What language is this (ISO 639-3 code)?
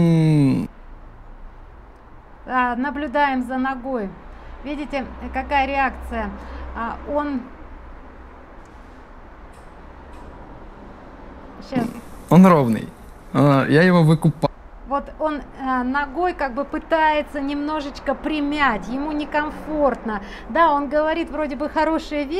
rus